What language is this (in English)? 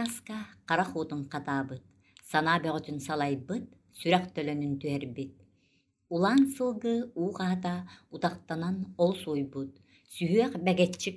Yakut